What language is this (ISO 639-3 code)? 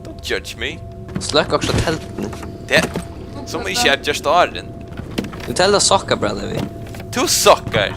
fao